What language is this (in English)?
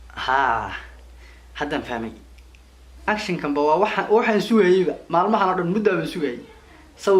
Somali